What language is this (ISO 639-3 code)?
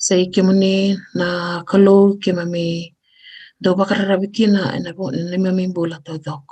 fij